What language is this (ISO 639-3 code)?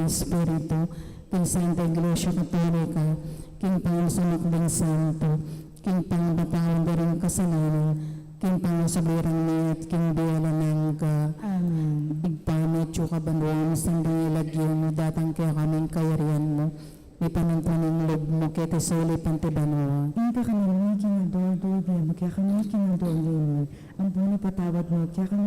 pam